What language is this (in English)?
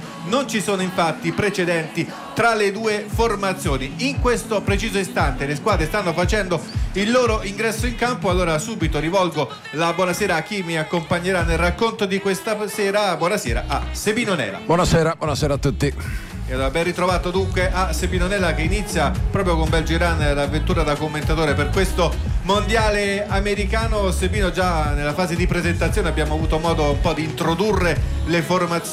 Italian